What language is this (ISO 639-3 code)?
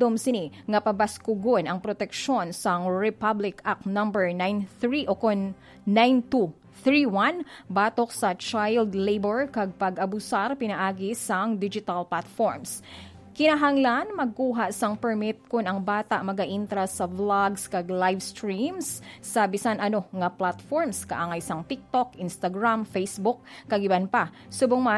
hil